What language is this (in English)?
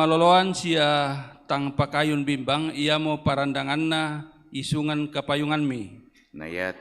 Toraja-Sa'dan